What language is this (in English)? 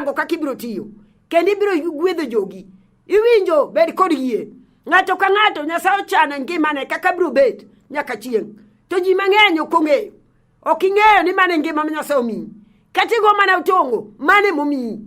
Luo (Kenya and Tanzania)